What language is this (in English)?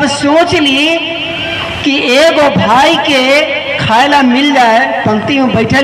Magahi